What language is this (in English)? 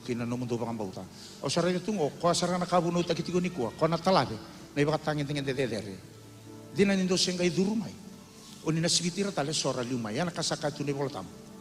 Fijian